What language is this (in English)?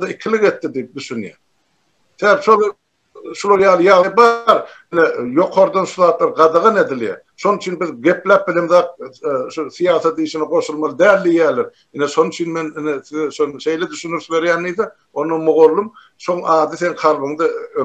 Turkmen